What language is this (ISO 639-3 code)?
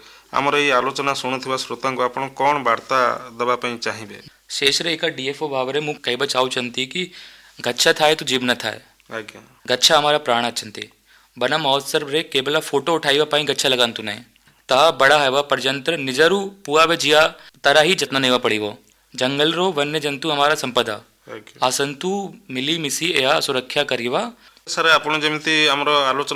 ori